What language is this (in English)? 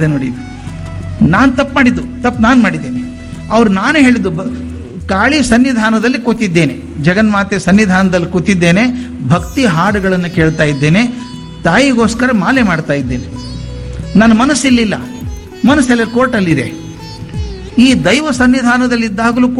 Kannada